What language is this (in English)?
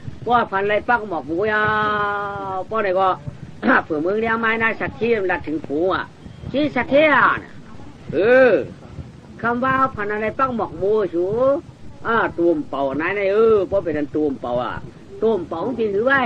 Shan